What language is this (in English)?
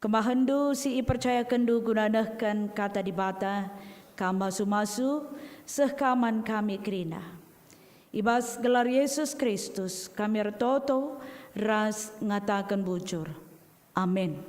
Batak Karo